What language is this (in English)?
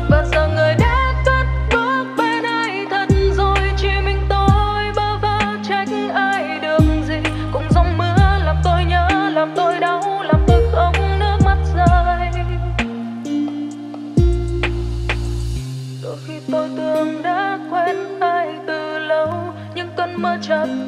Vietnamese